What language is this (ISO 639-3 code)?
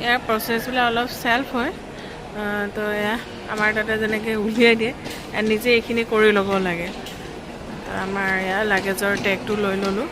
asm